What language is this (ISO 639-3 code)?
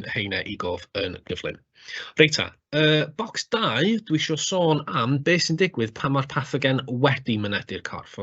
cym